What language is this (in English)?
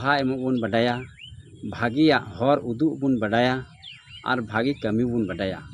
Santali